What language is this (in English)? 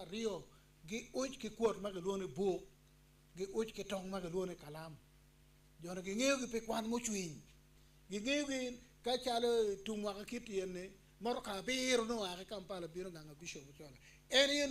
Acoli